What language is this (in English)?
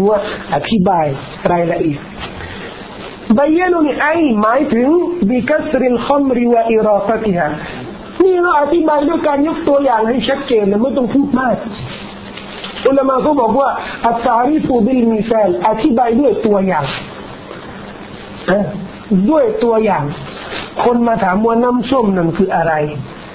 Thai